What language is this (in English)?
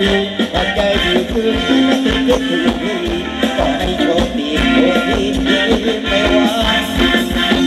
Thai